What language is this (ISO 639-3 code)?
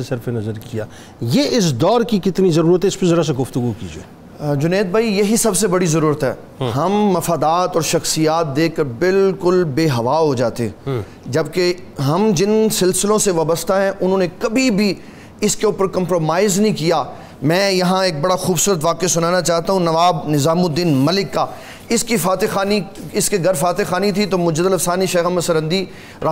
urd